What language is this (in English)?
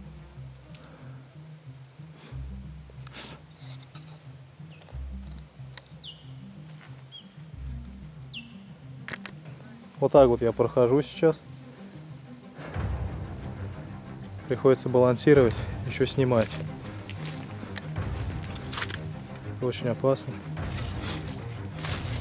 Russian